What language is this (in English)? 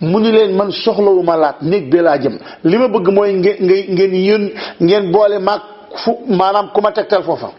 Wolof